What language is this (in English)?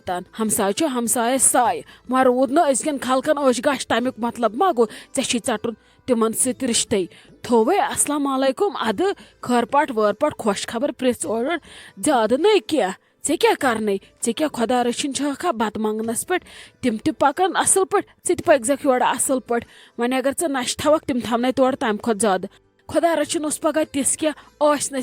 Kashmiri